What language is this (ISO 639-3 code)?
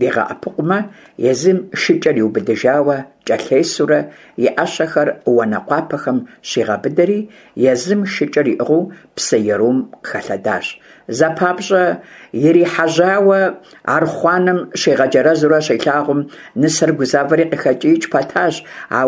kbd